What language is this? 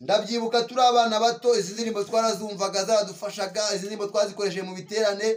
Kinyarwanda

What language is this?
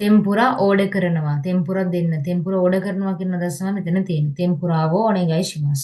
Sinhala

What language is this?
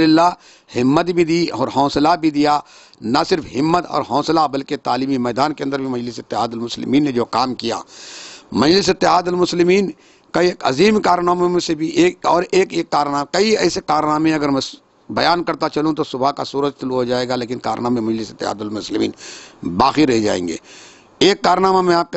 Urdu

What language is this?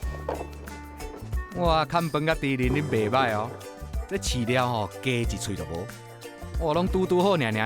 Min Nan Chinese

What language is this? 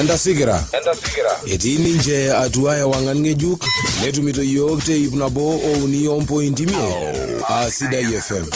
Masai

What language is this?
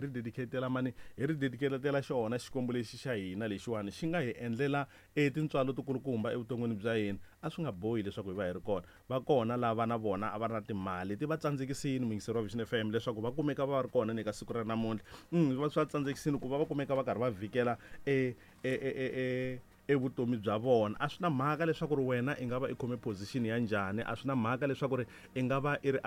Tsonga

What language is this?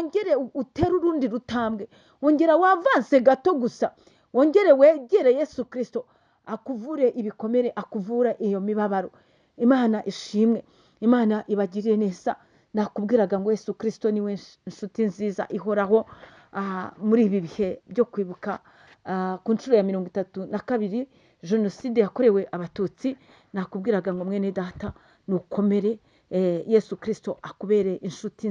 Kinyarwanda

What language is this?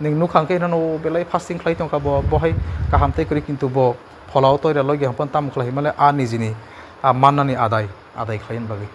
Kok Borok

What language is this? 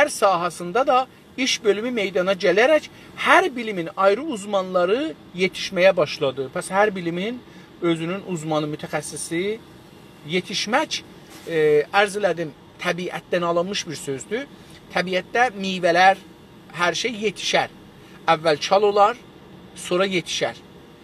South Azerbaijani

